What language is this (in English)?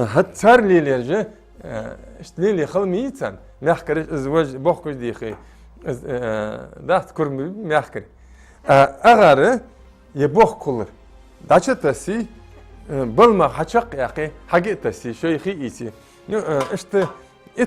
Ingush